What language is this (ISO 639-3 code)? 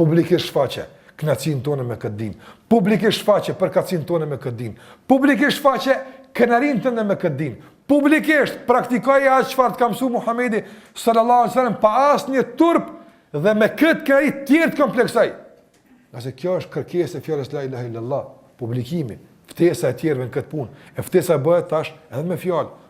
sqi